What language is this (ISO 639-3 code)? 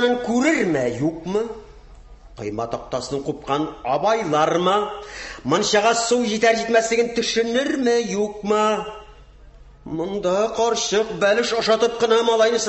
tat